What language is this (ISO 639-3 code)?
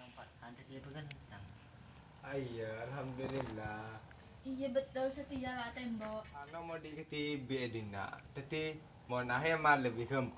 mad